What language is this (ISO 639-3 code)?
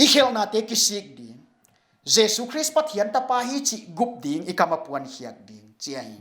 pck